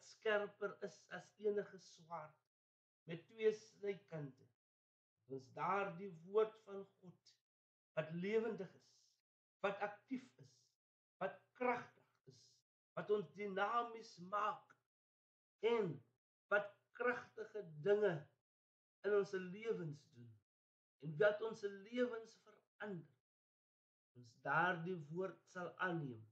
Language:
Afrikaans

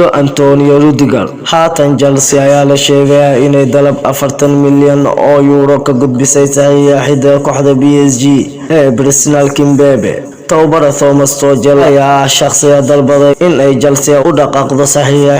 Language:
Somali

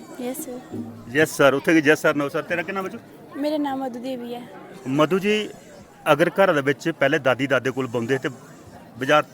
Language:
Dogri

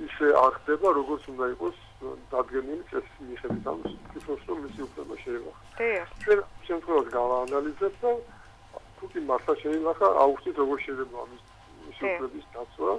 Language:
Georgian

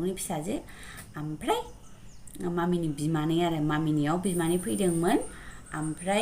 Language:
Bodo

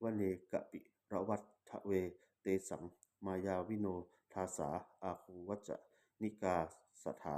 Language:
Pali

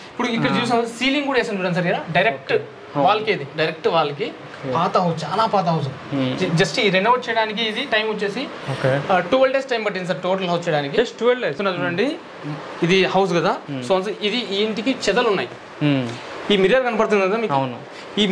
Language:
Telugu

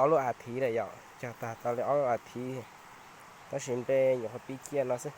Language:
Hmong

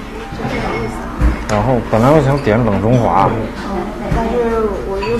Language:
Chinese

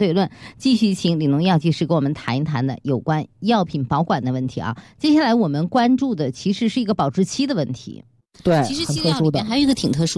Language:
Chinese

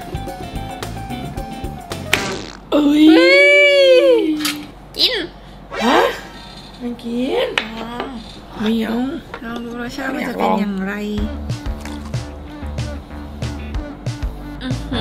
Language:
Thai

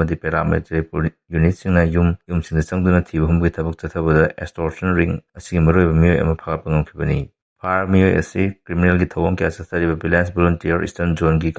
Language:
Manipuri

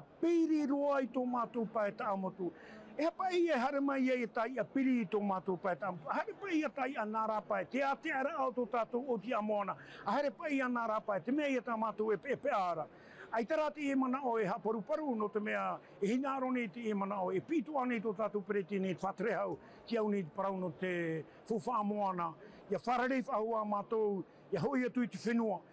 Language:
Tahitian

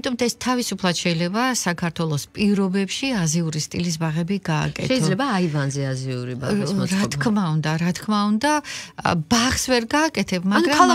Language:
Georgian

